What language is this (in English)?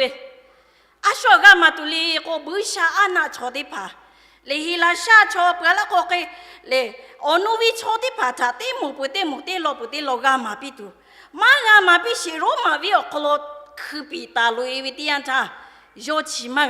Lahu